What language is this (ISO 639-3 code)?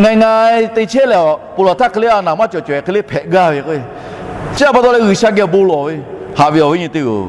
lhu